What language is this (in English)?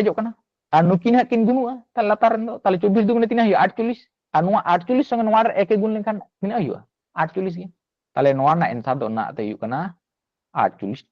Santali